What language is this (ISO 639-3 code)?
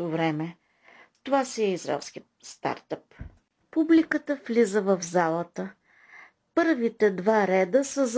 bul